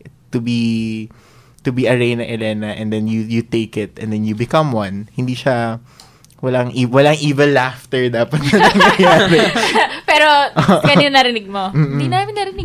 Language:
Filipino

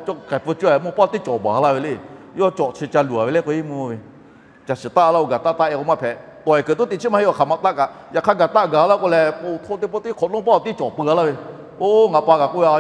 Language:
Lahu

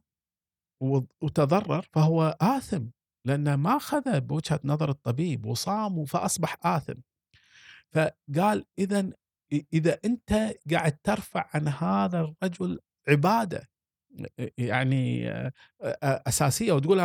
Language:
Gulf Arabic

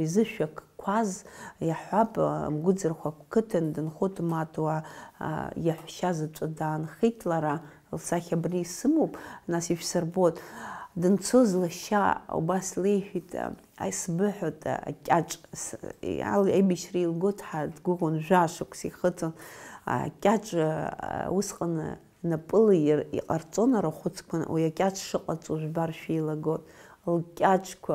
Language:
Abkhazian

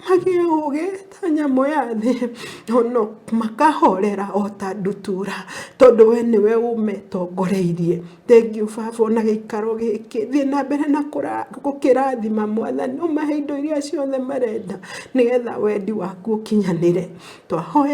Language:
Kikuyu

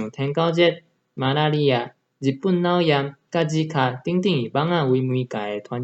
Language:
Min Nan Chinese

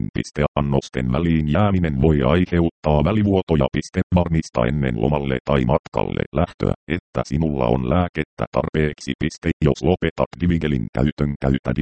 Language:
Finnish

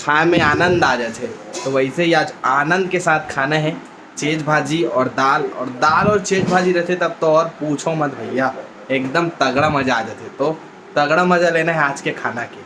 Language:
Chhattisgarhi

